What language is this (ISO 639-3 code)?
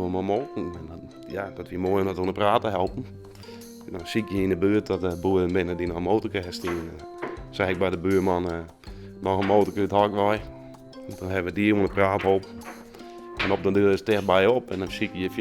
fry